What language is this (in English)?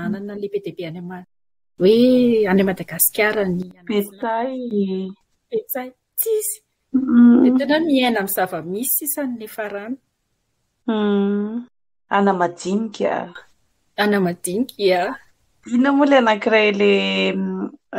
Malagasy